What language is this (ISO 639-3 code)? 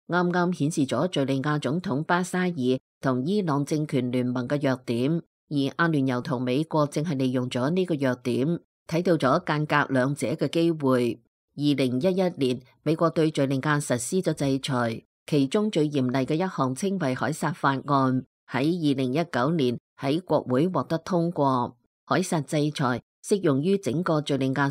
yue